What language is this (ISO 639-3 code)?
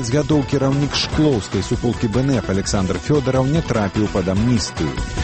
bel